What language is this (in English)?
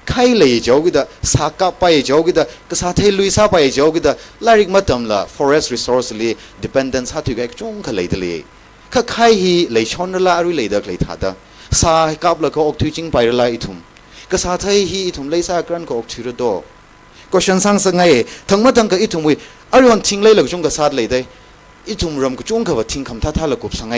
Tangkhul Naga (India)